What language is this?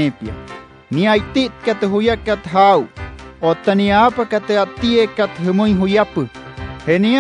Wayuu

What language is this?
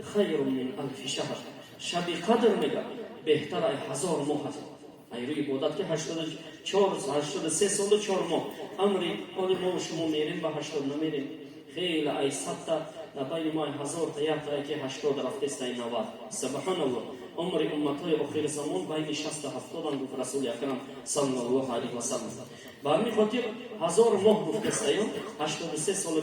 Tajik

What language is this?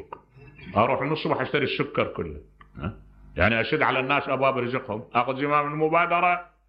Mesopotamian Arabic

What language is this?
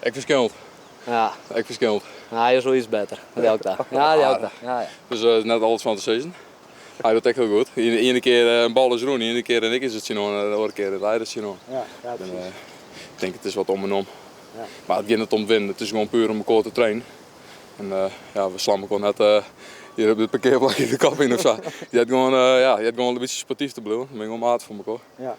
Western Frisian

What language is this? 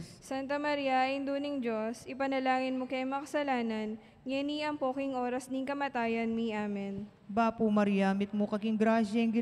Pampanga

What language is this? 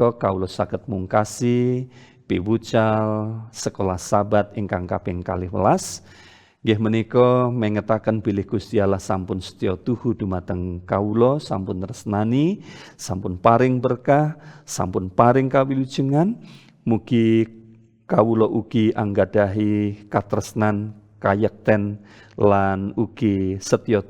Javanese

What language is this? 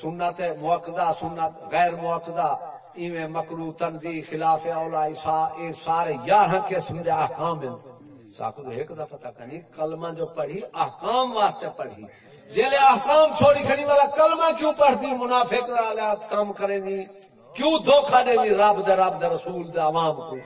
Saraiki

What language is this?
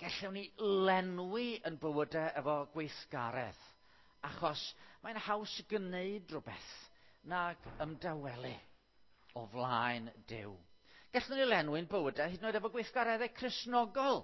Welsh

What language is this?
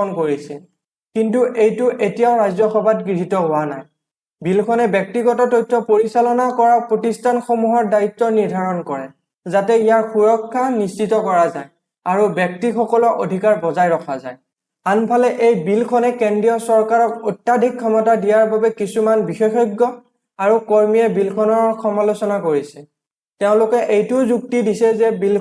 Assamese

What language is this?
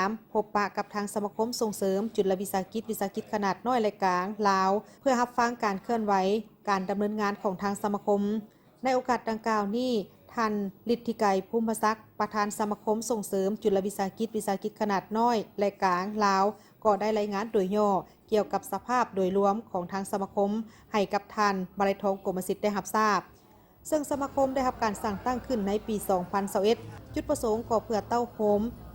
Lao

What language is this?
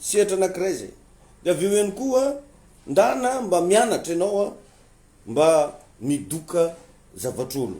Malagasy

